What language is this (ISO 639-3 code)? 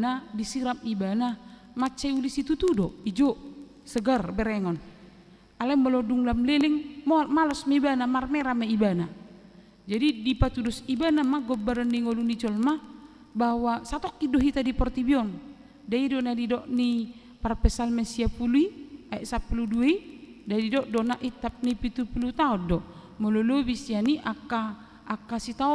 bbc